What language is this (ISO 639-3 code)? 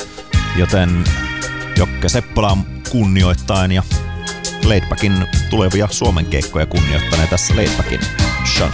fin